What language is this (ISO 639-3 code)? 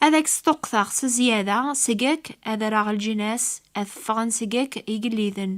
kab